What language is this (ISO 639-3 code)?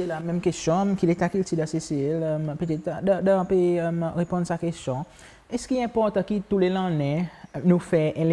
crs